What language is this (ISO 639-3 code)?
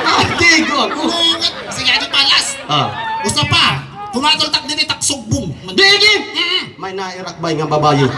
war